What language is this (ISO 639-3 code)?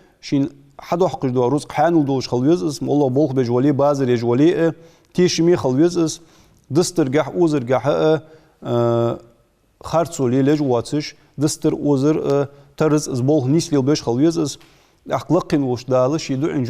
inh